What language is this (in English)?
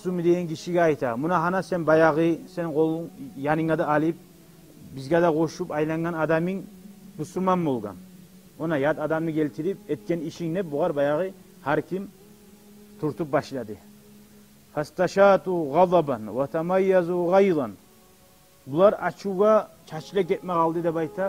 Kumyk